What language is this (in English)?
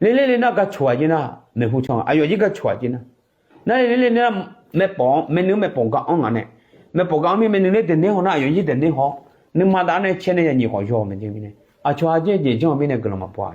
Akha